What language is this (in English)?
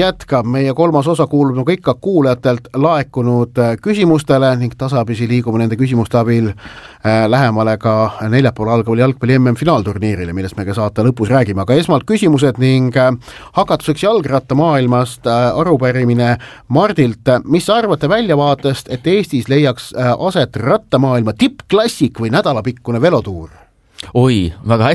Estonian